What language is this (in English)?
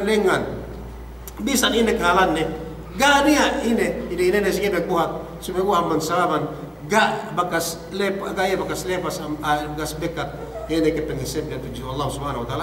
Yakan